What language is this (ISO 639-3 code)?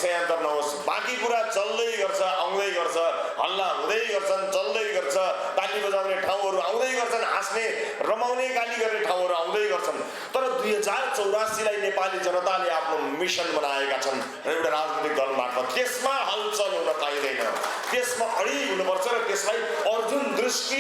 nep